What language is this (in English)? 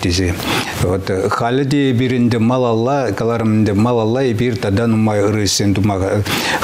Chuvash